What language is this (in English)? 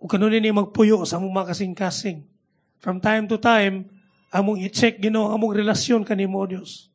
Cebuano